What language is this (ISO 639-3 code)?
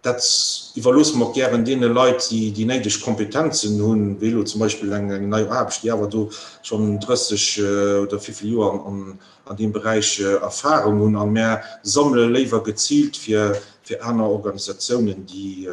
ltz